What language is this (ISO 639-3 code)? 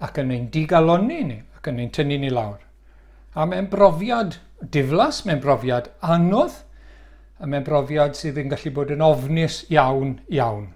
cym